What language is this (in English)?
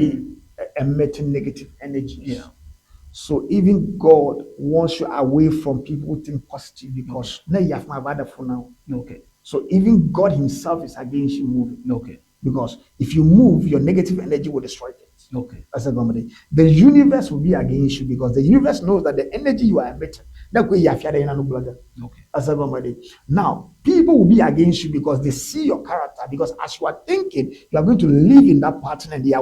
Ewe